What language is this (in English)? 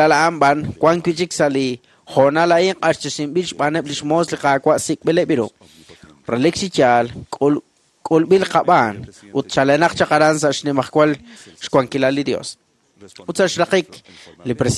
Kekchí